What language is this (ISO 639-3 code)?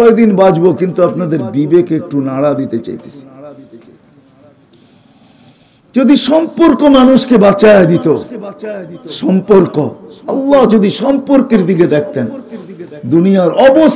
ben